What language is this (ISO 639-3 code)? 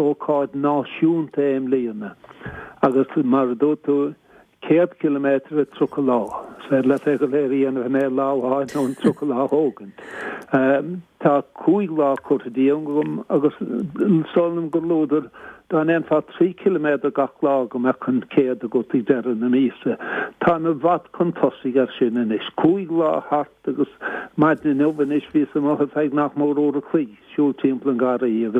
gle